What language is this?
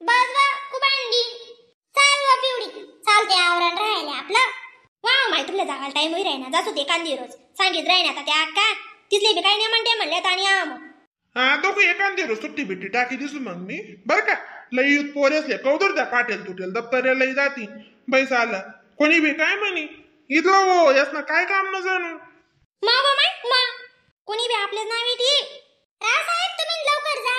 Khandesi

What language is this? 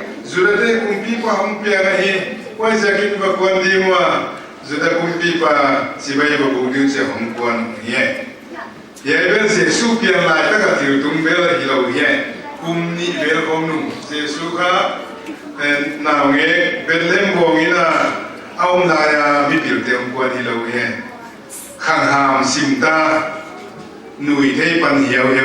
Paite Chin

